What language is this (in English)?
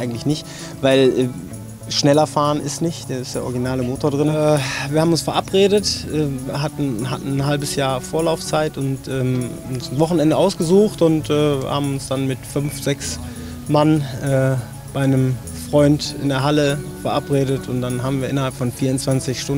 German